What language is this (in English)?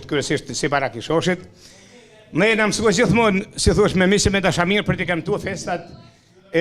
Albanian